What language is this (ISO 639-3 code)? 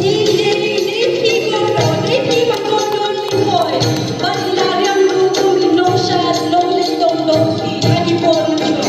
kha